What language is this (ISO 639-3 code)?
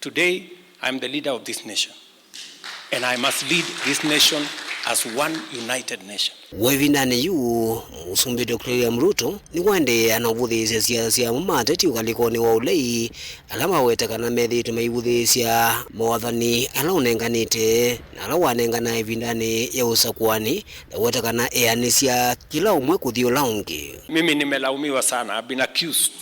kam